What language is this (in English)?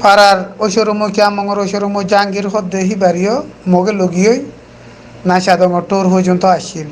Rohingya